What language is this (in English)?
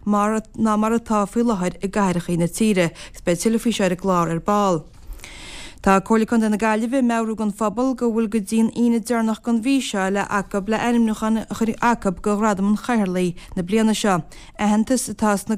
Irish